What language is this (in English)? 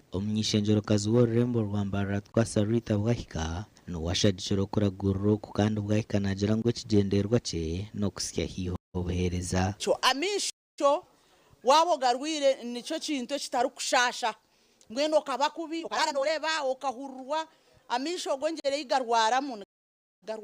Nyankole